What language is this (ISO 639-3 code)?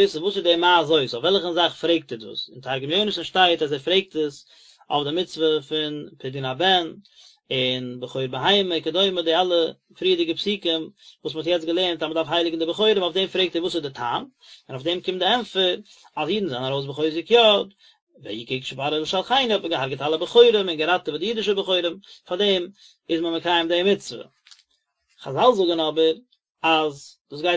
yid